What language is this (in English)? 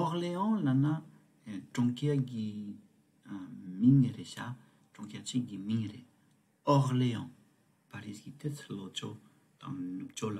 Tibetan